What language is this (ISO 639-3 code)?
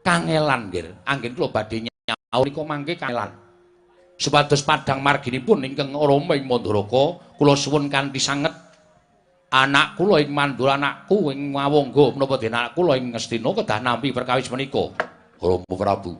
jav